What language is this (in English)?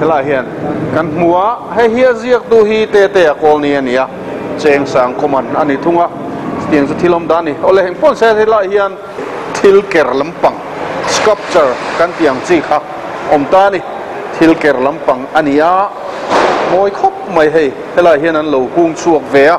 Mizo